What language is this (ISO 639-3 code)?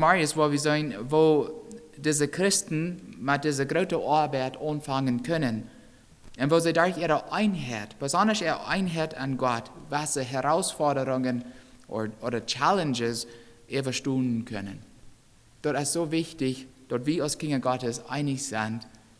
pdt